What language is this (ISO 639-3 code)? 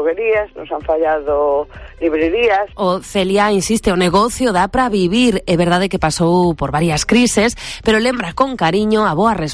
glg